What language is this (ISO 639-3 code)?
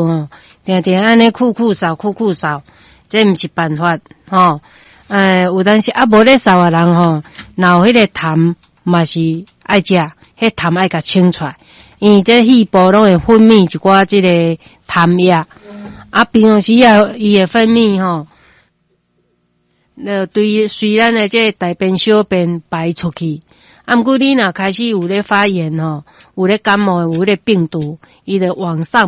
nan